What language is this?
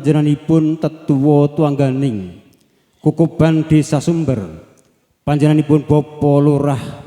Javanese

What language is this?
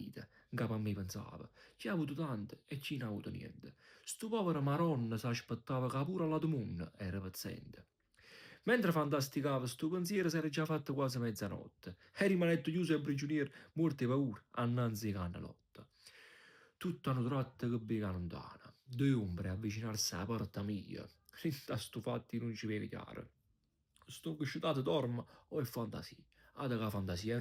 Neapolitan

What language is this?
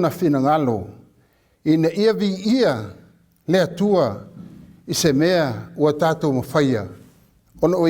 Samoan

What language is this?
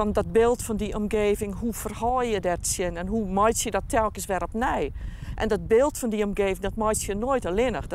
Western Frisian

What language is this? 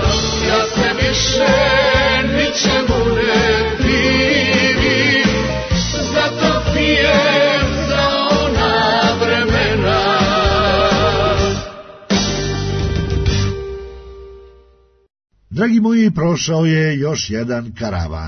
Serbian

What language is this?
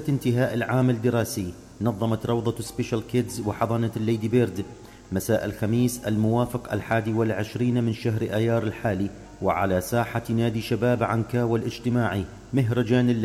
Mesopotamian Arabic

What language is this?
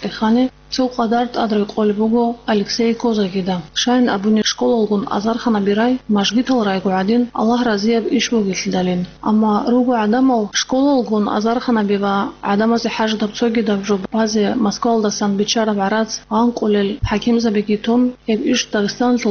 Avaric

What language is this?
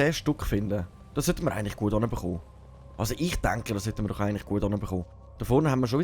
Swiss German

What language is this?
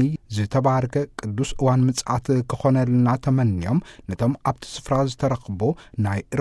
Tigrinya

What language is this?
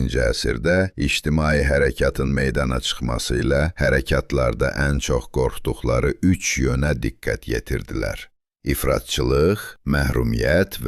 South Azerbaijani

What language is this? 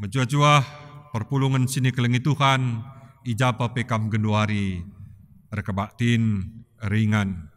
Batak Karo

